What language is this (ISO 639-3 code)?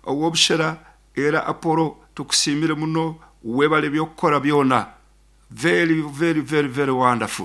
nyn